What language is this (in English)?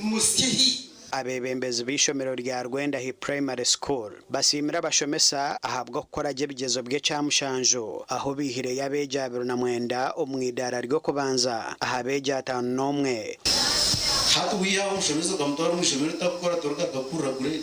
Nyankole